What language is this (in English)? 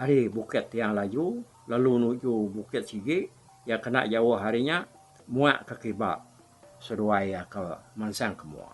Iban